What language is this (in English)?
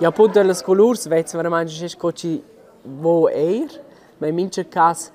Romansh